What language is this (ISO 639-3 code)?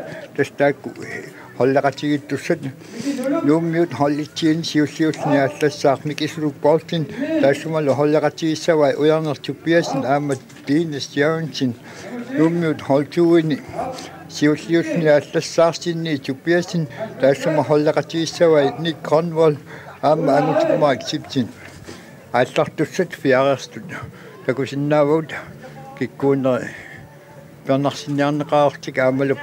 kal